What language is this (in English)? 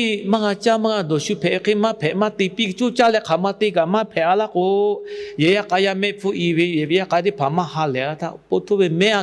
Lahu